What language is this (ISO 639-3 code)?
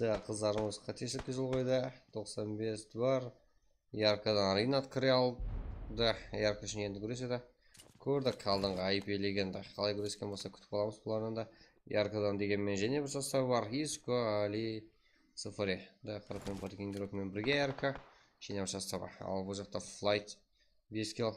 kaa